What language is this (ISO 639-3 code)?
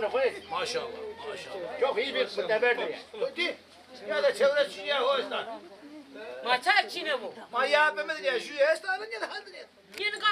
zza